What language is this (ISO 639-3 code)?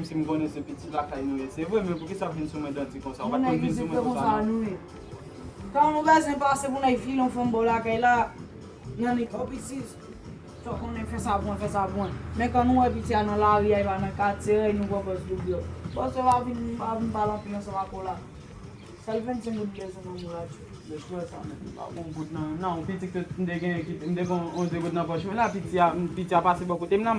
hat